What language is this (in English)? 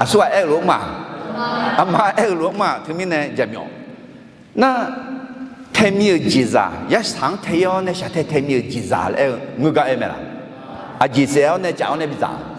Akha